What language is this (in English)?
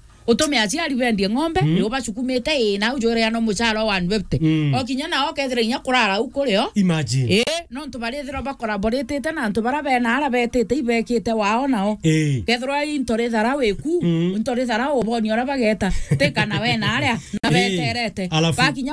Meru